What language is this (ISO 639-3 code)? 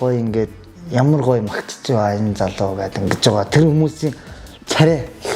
mon